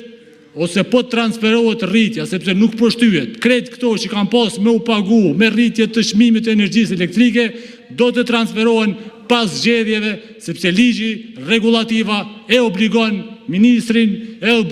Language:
Albanian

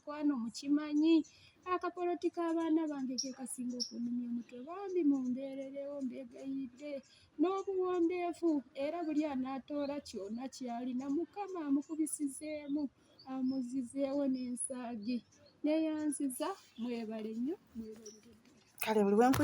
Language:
Ganda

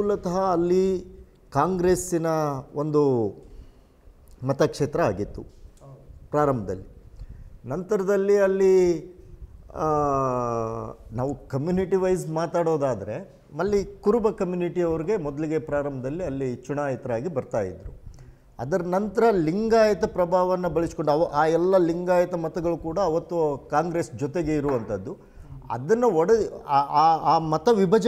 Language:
Kannada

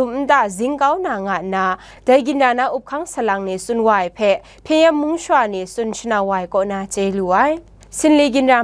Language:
Kachin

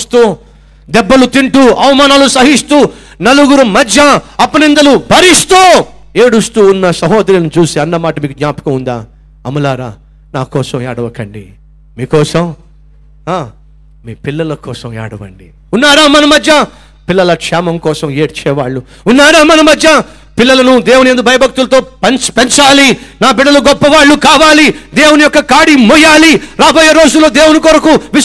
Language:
Telugu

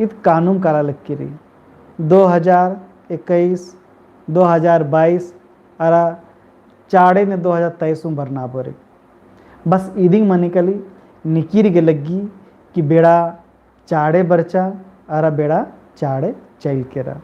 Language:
Kurukh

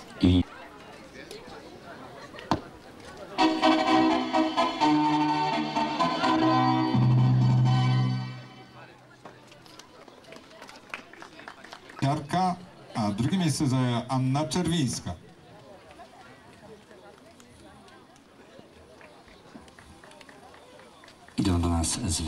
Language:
Polish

